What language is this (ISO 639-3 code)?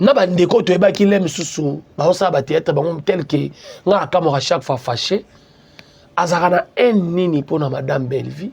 lin